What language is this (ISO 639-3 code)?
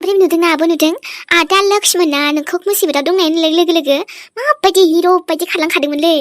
brx